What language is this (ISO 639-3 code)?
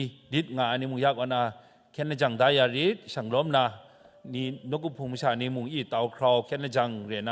kac